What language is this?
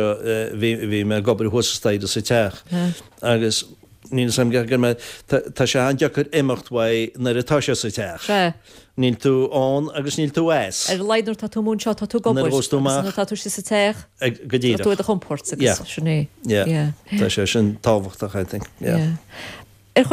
Irish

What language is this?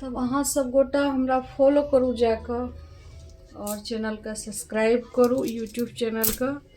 Maithili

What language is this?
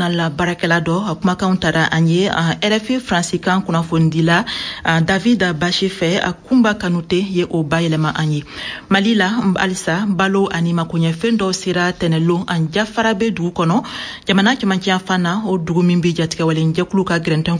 Bambara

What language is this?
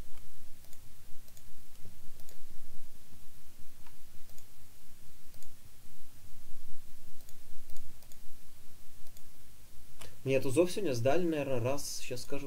Russian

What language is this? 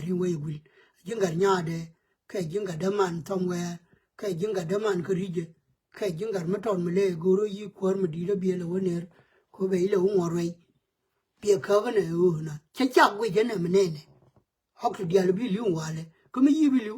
Nuer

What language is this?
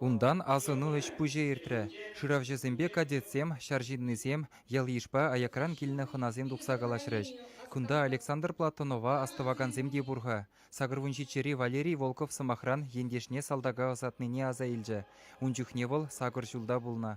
Chuvash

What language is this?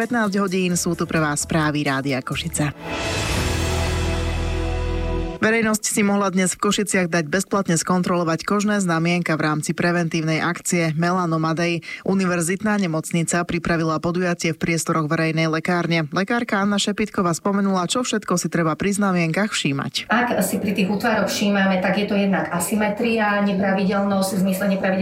Slovak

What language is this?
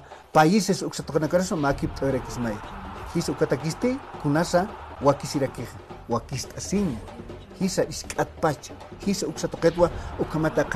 Aymara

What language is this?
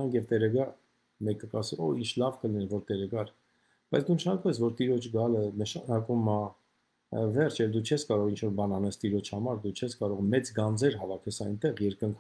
Armenian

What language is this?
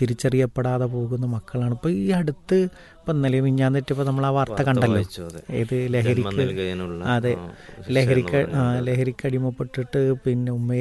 Malayalam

